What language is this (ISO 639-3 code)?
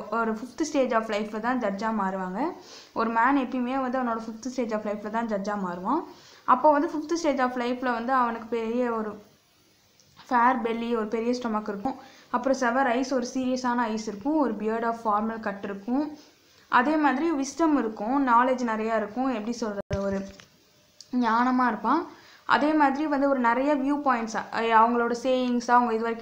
tam